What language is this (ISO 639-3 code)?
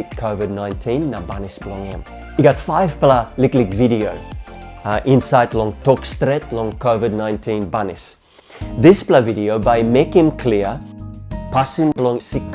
tpi